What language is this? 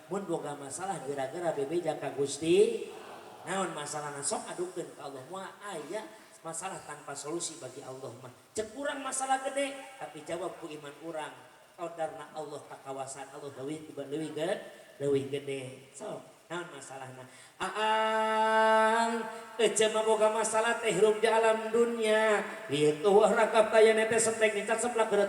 Sundanese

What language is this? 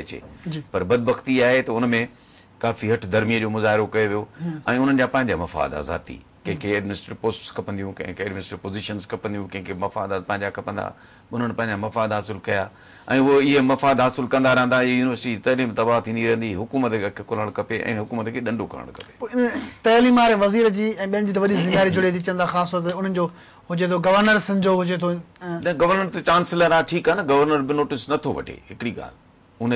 Sindhi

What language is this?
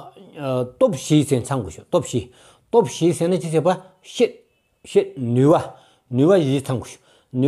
Stod Bhoti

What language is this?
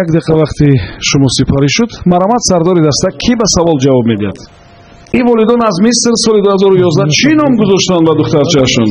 Tajik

